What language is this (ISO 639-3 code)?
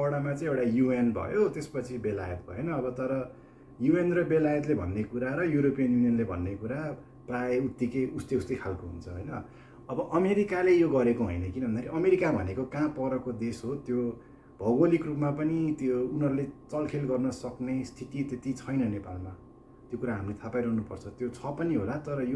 nep